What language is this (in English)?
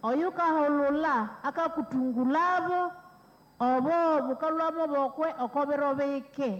Nande